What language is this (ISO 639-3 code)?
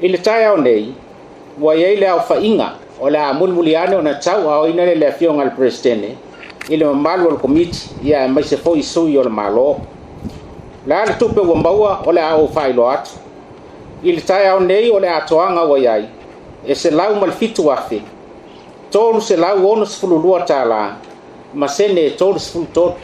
smo